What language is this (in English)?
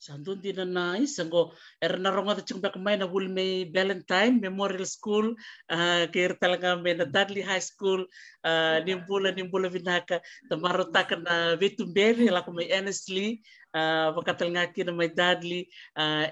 Fijian